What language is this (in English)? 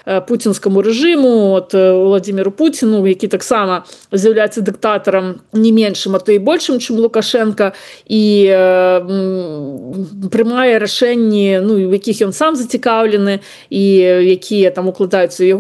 Belarusian